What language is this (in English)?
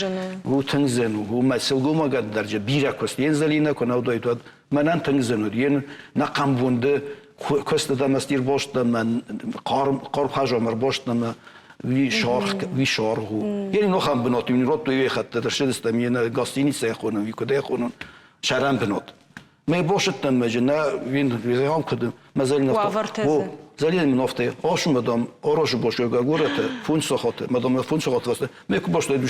Ossetic